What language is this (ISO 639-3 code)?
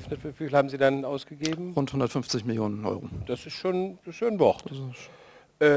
deu